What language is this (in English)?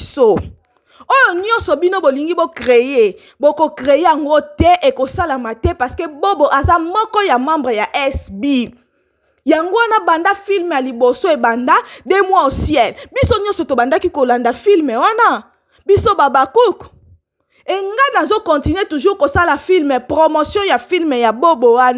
Lingala